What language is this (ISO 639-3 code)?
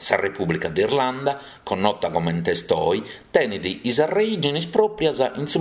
srd